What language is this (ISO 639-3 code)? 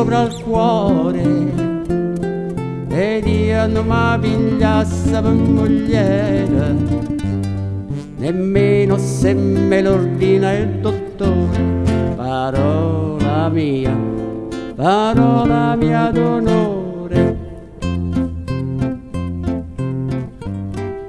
ita